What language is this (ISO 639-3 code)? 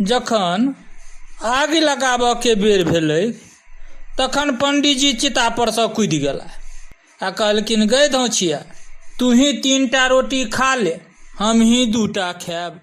mai